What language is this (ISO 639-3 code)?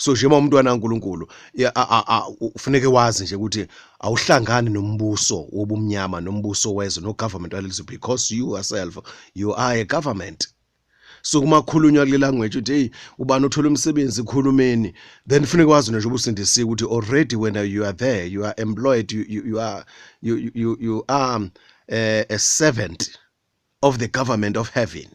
zul